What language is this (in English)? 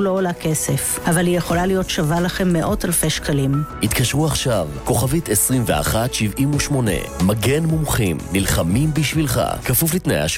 Hebrew